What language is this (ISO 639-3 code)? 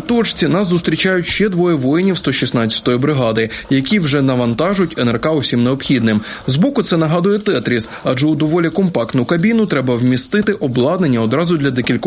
ukr